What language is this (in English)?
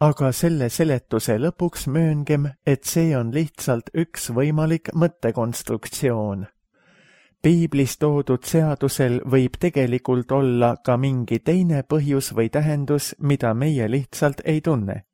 Estonian